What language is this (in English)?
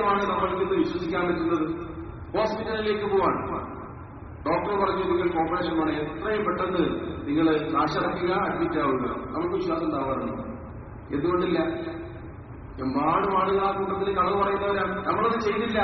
Malayalam